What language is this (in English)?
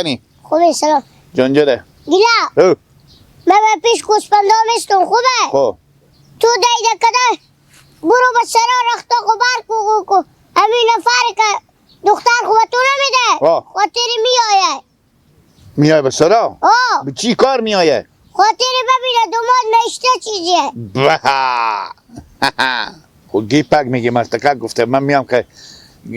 Hazaragi